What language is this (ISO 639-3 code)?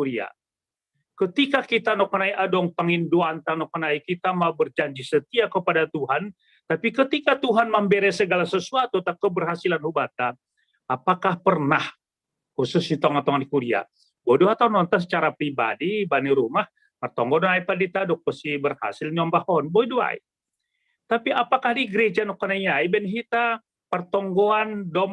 bts